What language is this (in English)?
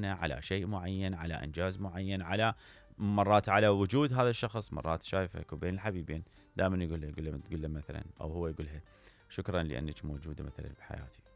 Mesopotamian Arabic